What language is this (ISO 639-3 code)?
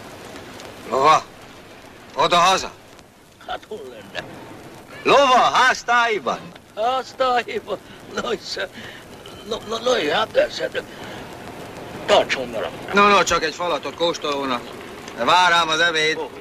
hun